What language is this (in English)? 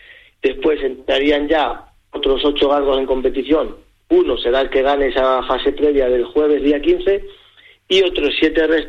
Spanish